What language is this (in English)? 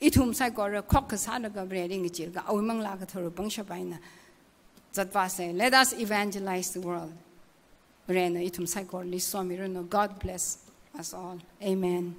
Tangkhul Naga (India)